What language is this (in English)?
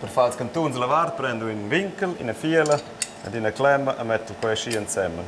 Romansh